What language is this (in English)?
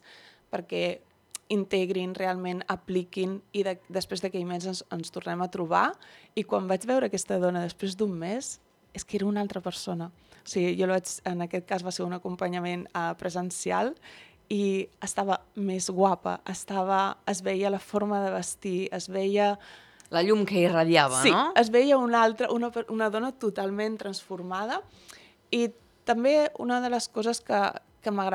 Catalan